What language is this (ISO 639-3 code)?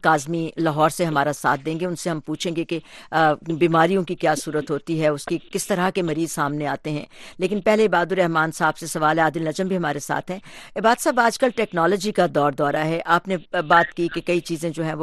urd